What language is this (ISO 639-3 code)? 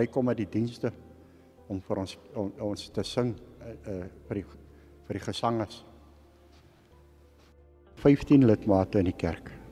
afr